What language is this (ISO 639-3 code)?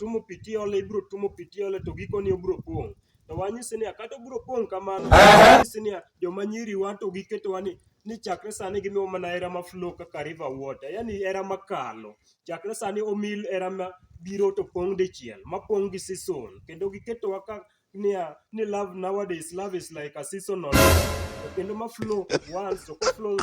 luo